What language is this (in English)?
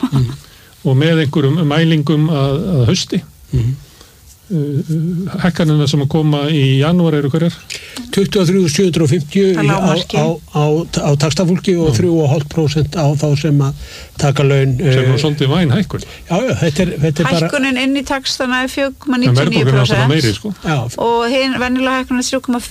Icelandic